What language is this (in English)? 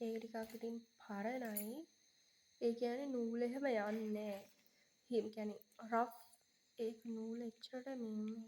Sinhala